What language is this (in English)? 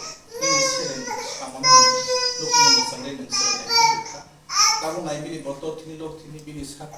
Kok Borok